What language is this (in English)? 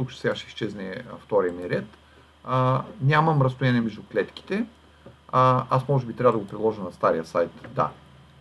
Bulgarian